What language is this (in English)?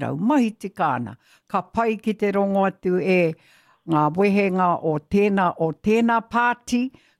Māori